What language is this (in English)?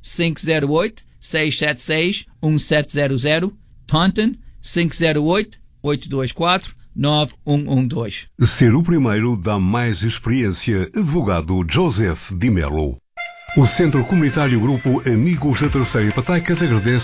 Portuguese